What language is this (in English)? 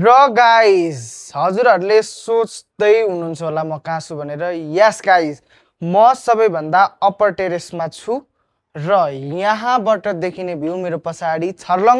Nepali